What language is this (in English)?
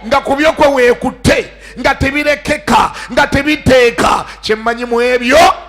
Ganda